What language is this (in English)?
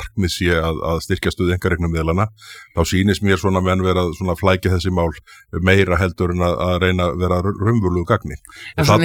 Icelandic